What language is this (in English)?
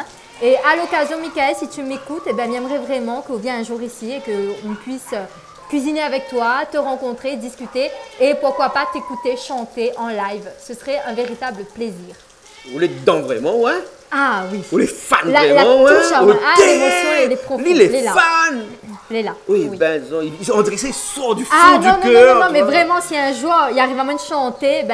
Réunion Creole French